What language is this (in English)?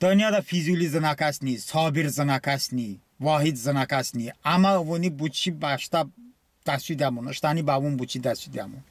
Talysh